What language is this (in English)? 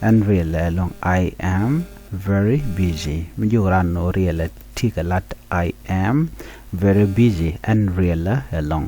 Nuer